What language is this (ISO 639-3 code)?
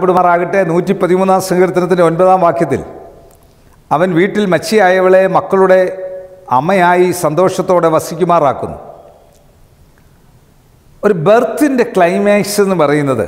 mal